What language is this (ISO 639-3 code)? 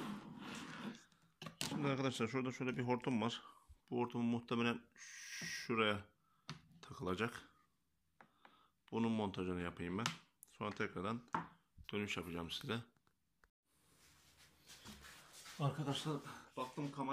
tur